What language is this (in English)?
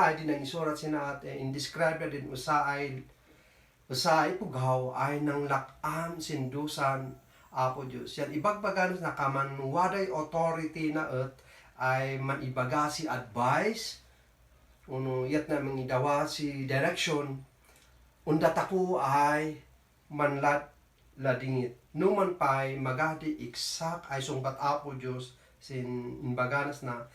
Kankanaey